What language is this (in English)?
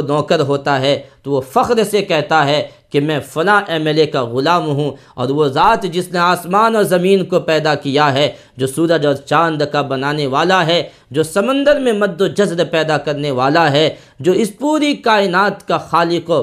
Urdu